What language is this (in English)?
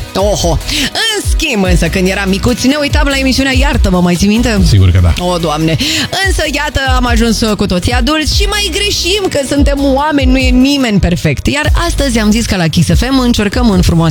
Romanian